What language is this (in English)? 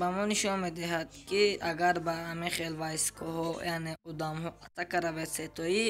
Tajik